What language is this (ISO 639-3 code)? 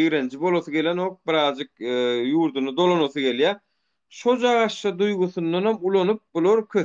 tuk